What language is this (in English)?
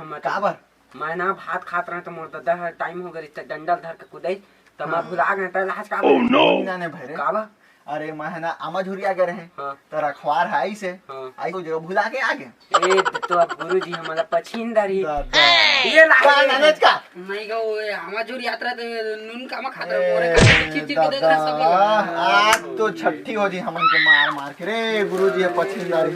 Chhattisgarhi